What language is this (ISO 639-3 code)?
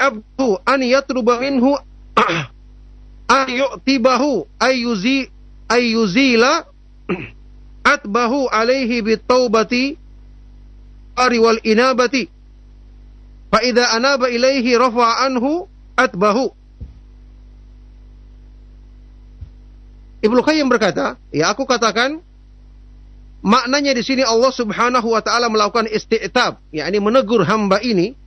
ind